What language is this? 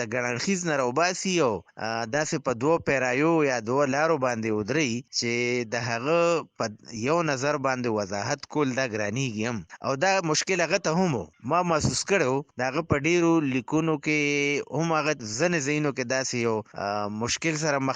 Pashto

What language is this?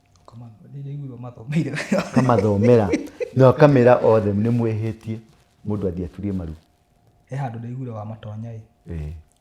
Kikuyu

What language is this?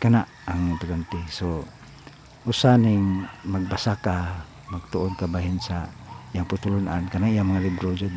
Cebuano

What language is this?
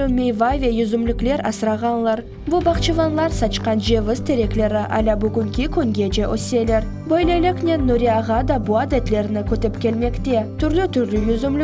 Crimean Tatar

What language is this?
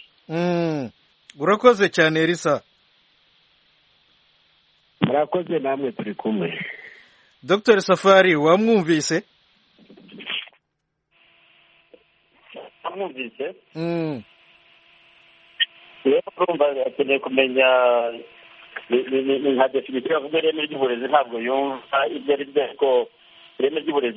Kinyarwanda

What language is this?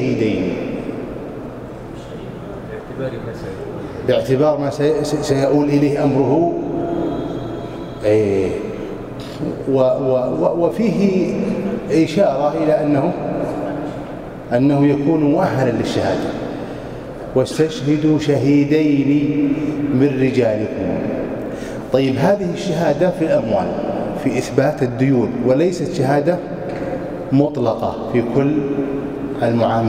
Arabic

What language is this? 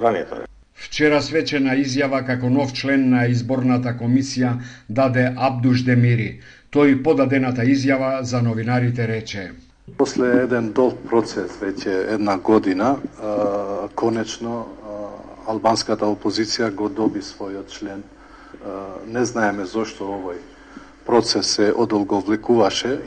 Macedonian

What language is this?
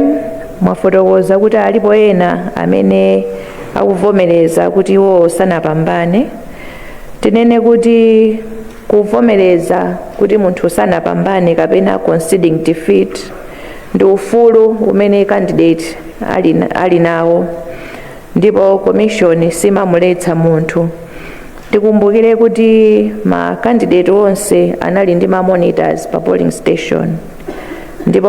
Nyanja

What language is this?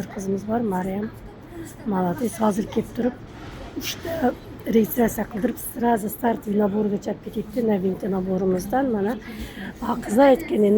Uzbek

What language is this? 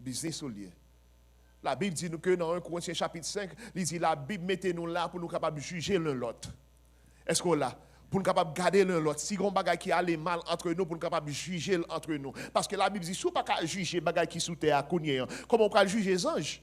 Haitian Creole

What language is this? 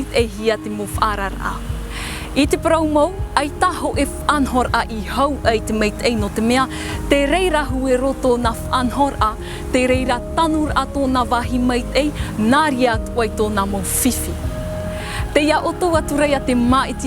Tahitian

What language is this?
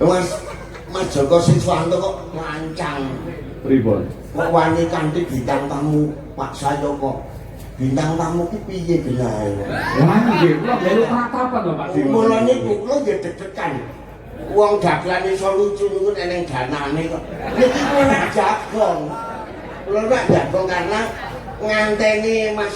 Javanese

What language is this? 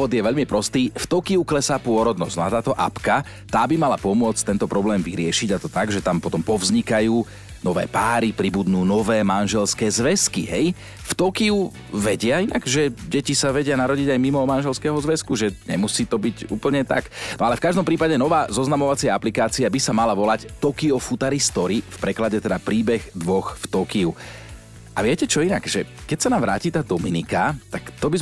Slovak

